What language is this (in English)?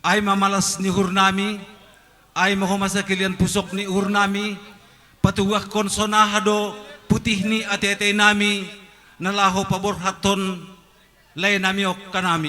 Batak Simalungun